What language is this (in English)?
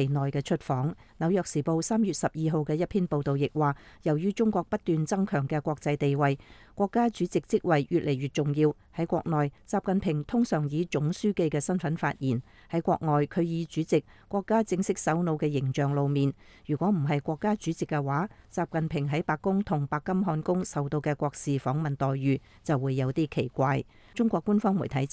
Cantonese